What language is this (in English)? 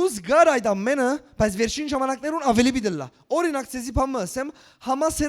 Western Armenian